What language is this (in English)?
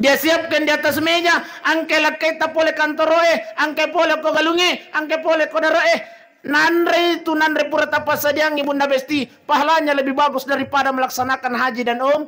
Buginese